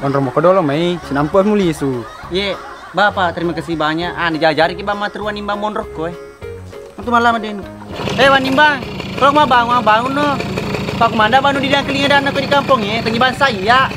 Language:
Buginese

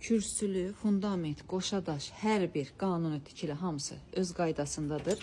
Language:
Azerbaijani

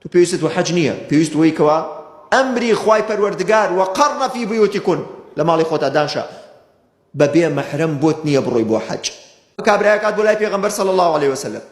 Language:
Central Kurdish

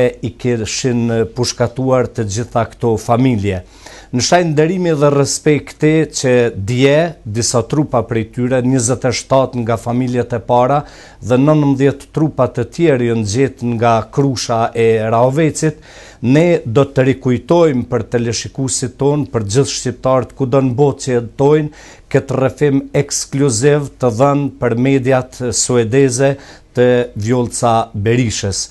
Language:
Albanian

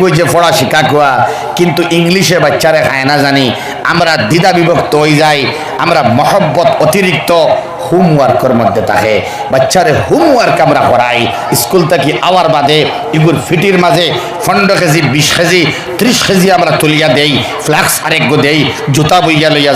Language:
Sylheti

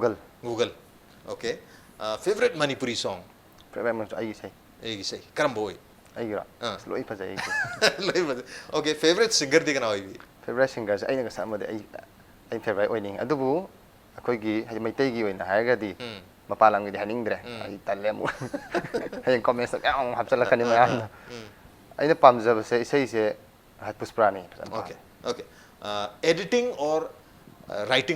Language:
Manipuri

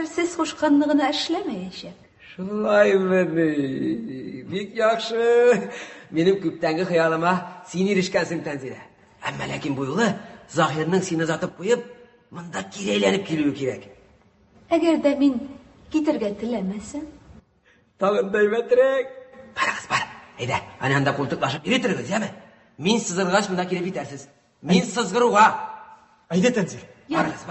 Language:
Tatar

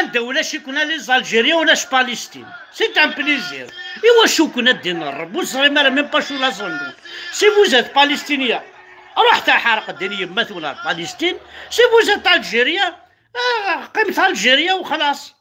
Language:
Kabyle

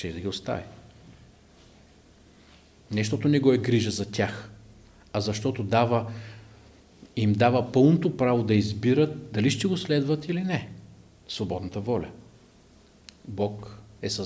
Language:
Bulgarian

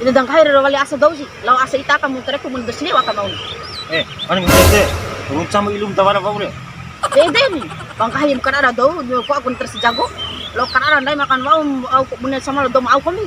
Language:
Bima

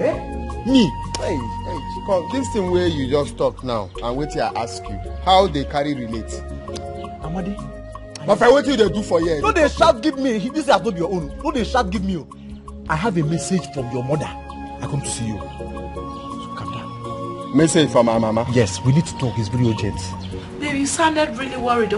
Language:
Nigerian Pidgin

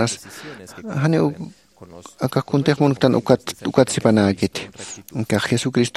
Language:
Aymara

